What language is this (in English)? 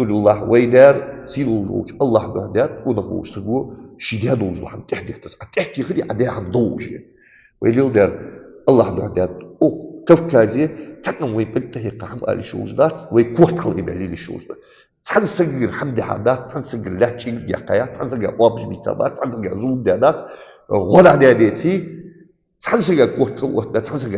Ingush